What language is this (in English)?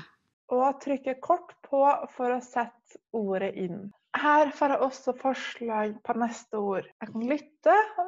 Norwegian